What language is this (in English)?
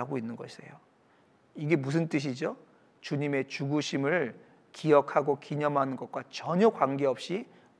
Korean